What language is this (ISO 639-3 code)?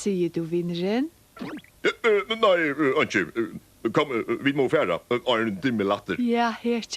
fao